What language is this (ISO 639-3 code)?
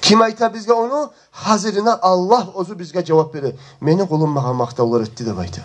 kum